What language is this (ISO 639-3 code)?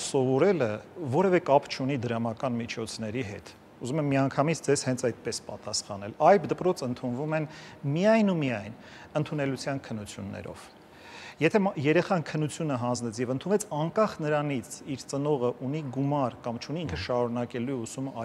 hye